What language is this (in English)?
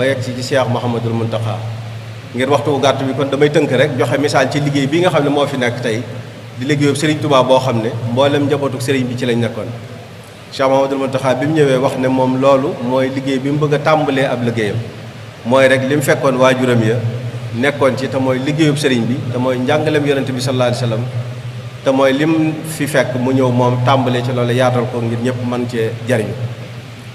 Wolof